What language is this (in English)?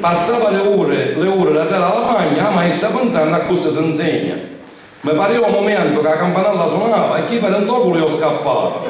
Sicilian